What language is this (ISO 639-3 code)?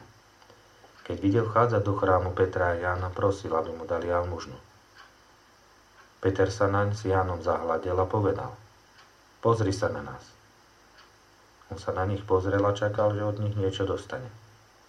slk